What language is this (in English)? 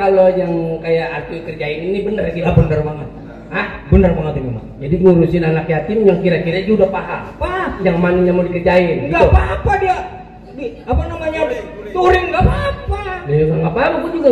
Betawi